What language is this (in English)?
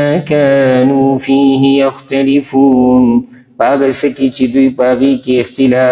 Pashto